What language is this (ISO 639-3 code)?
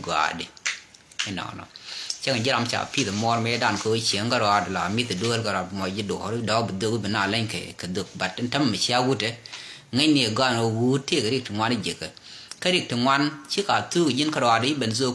nus